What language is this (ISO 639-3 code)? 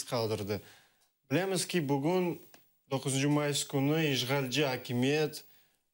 crh